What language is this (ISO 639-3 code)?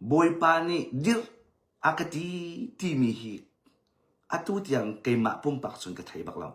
cnh